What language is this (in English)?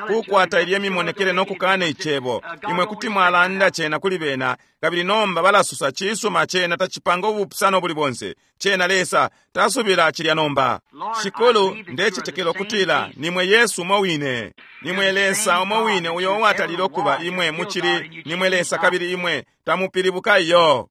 Bemba